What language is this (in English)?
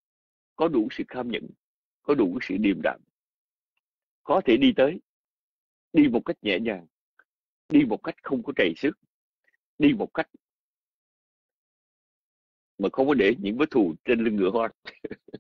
Vietnamese